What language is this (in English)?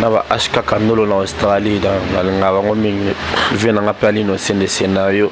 Lingala